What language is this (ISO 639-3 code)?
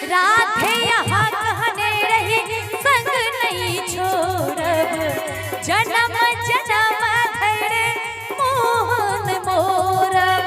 mai